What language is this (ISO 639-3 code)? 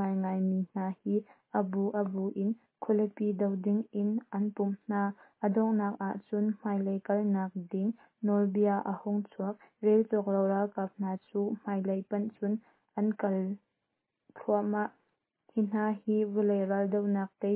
cnh